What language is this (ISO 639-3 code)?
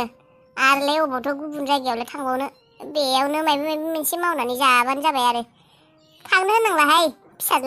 brx